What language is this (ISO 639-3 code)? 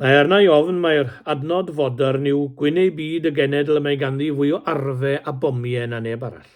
cym